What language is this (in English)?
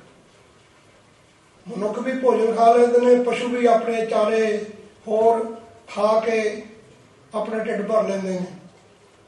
Punjabi